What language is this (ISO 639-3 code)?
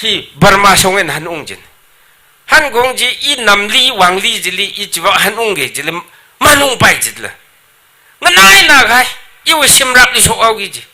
nmf